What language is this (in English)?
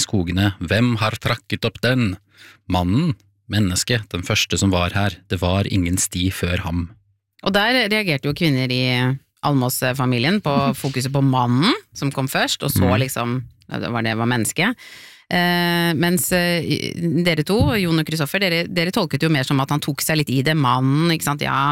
Norwegian